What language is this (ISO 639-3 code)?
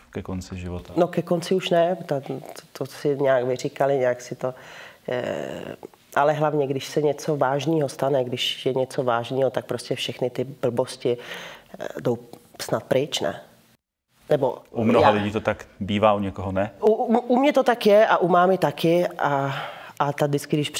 ces